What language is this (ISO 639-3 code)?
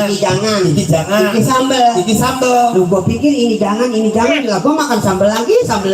bew